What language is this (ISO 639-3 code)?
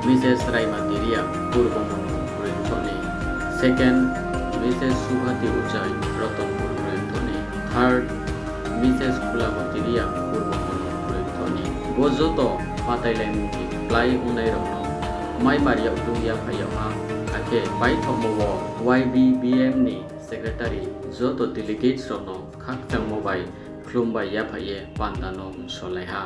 ria